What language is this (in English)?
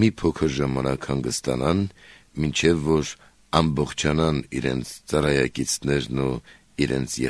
Armenian